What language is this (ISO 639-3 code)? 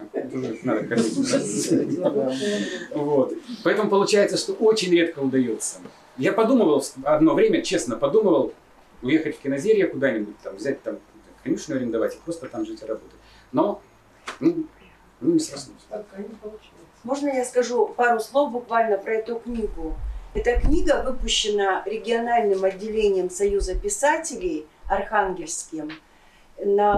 rus